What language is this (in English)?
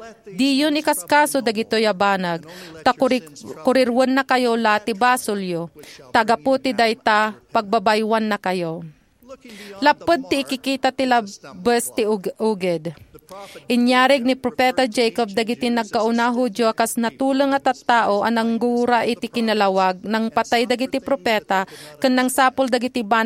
Iloko